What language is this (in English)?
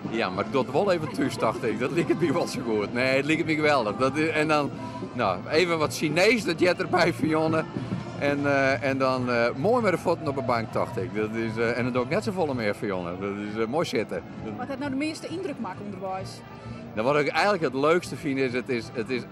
Western Frisian